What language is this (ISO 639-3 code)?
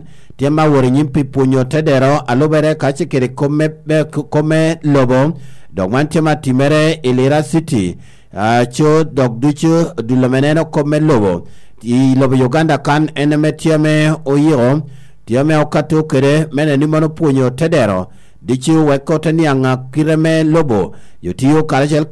laj